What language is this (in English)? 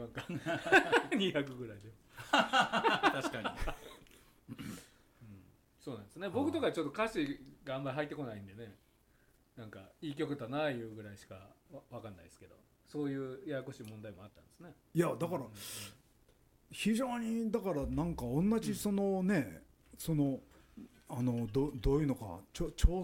Japanese